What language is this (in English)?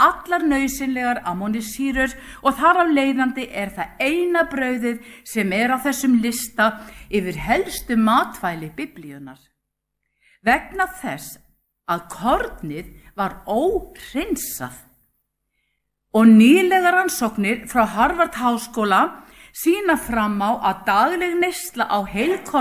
Icelandic